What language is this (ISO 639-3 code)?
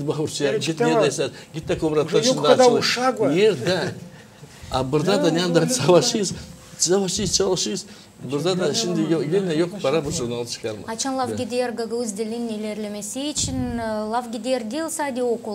gag